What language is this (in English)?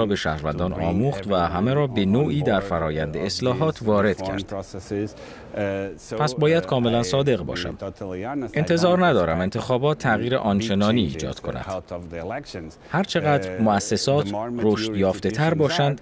Persian